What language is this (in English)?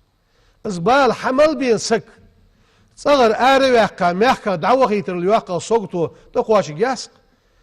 Ingush